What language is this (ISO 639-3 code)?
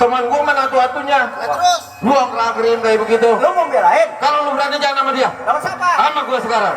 bew